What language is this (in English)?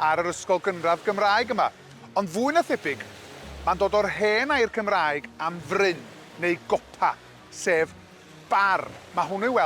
Welsh